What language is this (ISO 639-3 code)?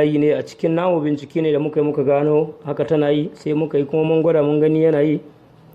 hau